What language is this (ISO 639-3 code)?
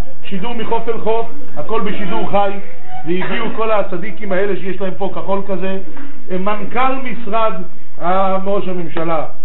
heb